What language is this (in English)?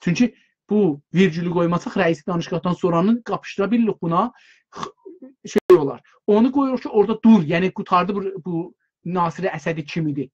South Azerbaijani